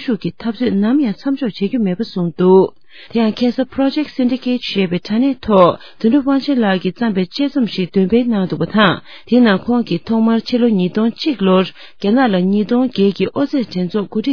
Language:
Tibetan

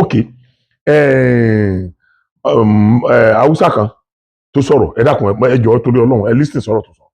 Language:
Yoruba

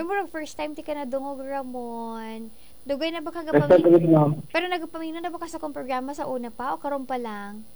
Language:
Cebuano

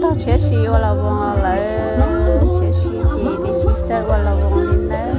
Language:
Hmong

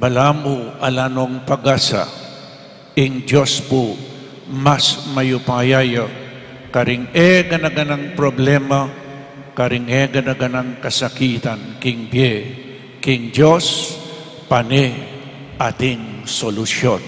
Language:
Pampanga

